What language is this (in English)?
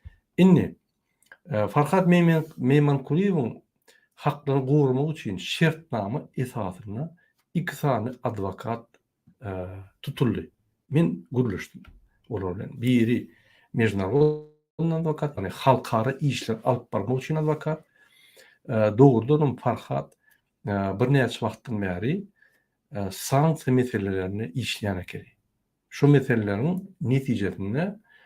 Turkmen